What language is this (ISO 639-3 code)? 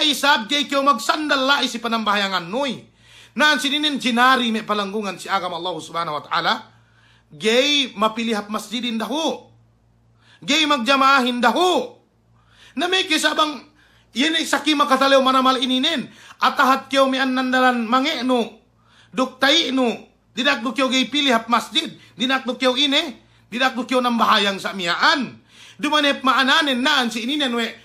yka